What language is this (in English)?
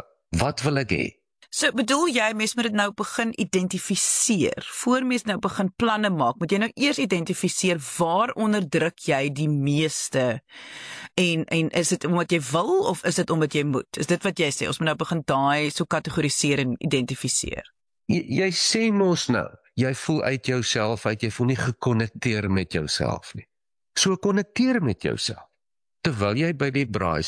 Afrikaans